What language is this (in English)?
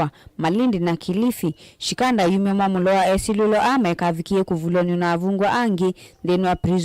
Kamba